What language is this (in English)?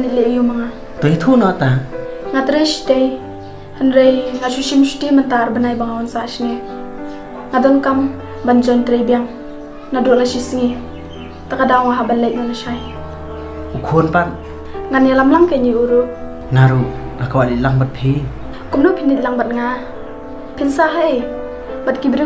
Khasi